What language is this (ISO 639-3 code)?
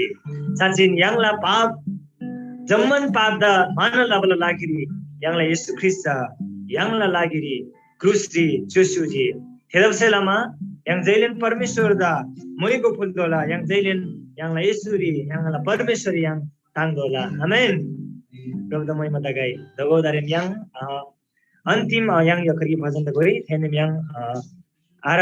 taj